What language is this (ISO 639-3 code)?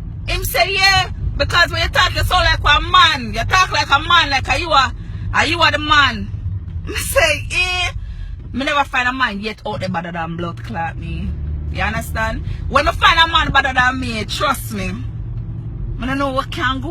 jam